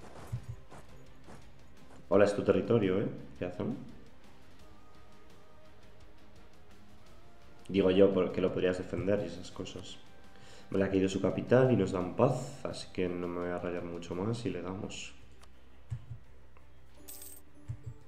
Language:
Spanish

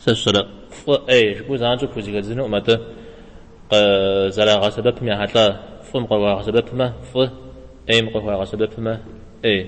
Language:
Kabardian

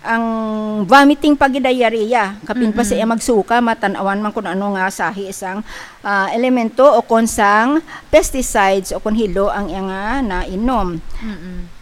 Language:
Hiligaynon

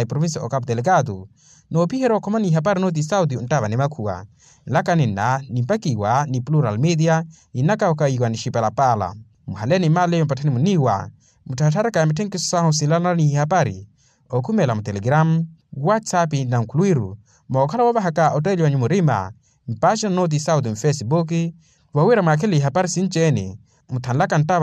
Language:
Makhuwa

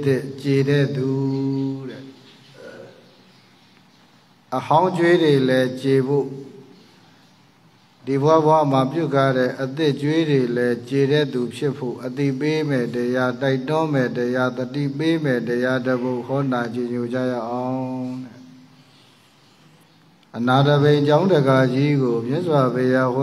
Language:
Burmese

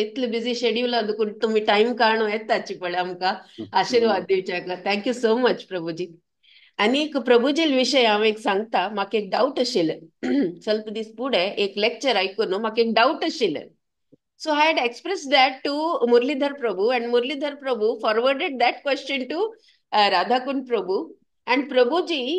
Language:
Konkani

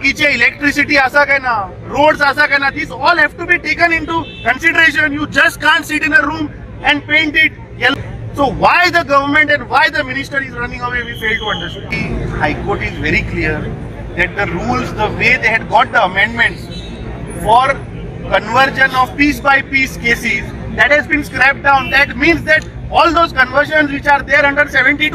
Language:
Konkani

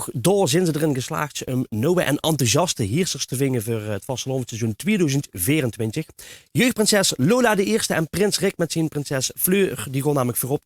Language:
Limburgish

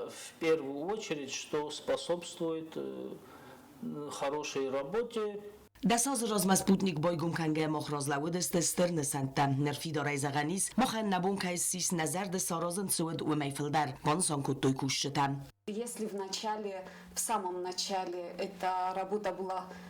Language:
Ossetic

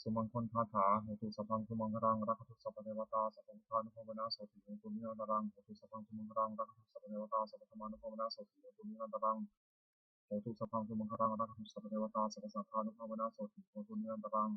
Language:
Pali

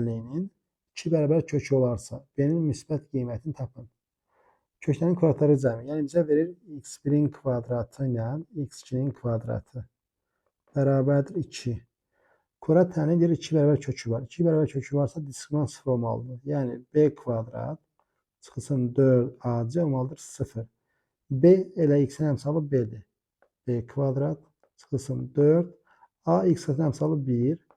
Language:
Azerbaijani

